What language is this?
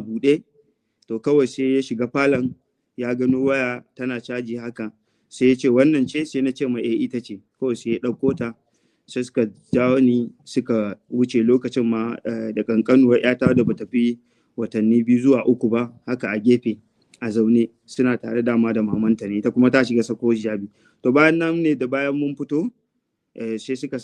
Hausa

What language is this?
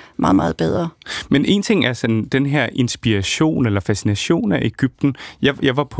Danish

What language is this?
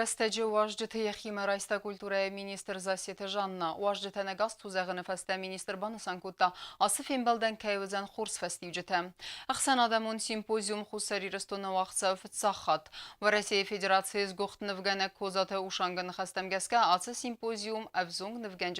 Ossetic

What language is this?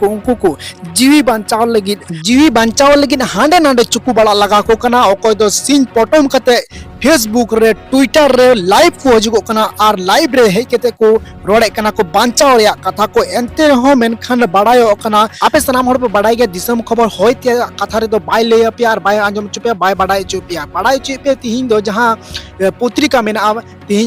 Santali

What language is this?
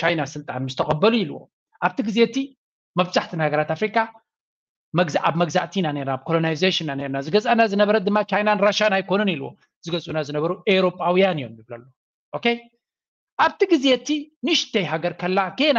Tigrinya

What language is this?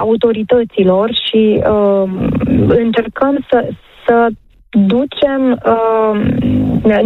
Romanian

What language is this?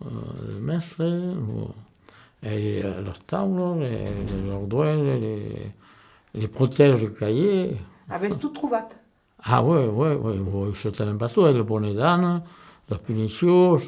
Occitan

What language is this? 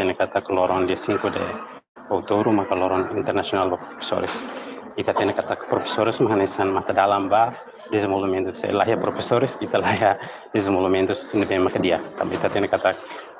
Tetum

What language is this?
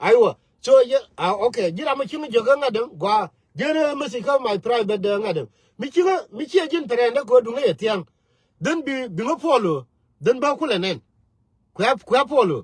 Nuer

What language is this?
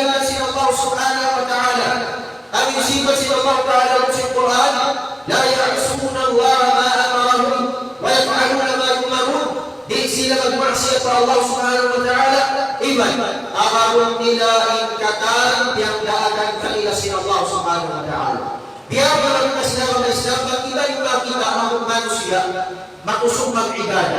Tausug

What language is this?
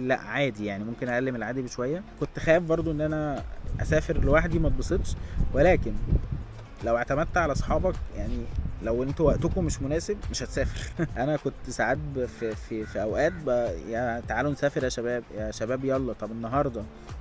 Egyptian Arabic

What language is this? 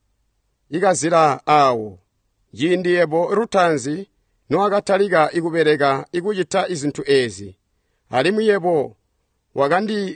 Tonga (Zambia)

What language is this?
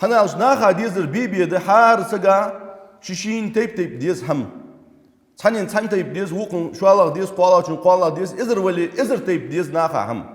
Ingush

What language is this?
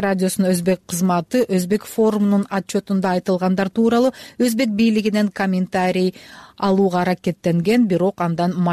Kyrgyz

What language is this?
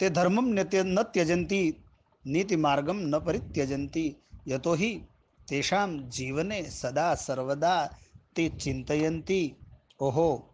Sanskrit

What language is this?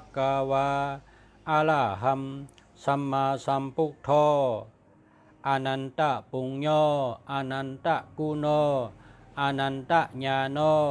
Shan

